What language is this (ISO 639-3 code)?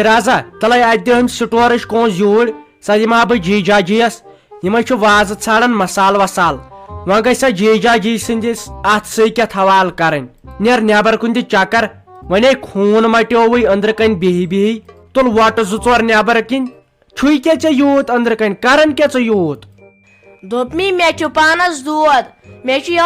kas